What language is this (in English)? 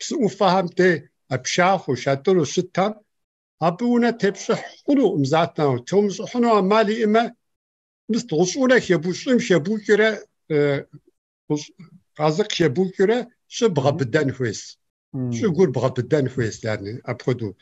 Kabardian